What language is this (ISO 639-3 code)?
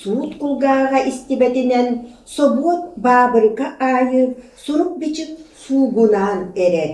sah